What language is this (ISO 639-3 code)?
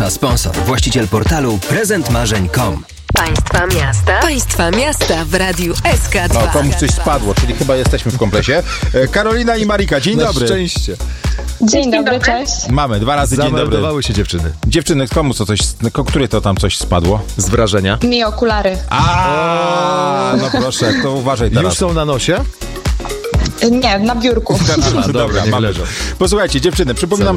pol